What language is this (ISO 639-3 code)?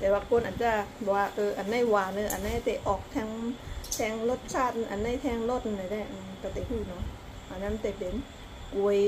shn